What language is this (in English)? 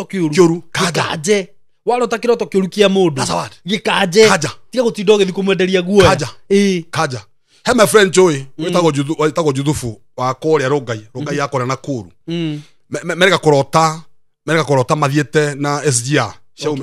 Kikuyu